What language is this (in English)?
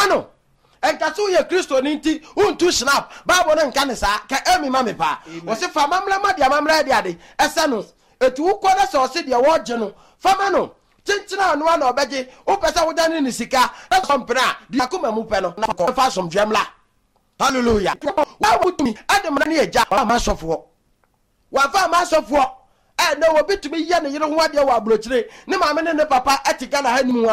Akan